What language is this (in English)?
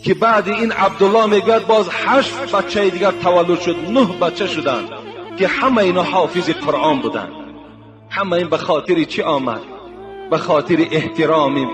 Tajik